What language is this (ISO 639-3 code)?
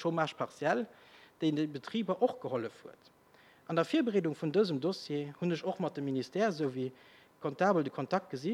ltz